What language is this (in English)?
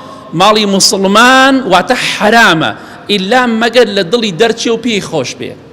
Central Kurdish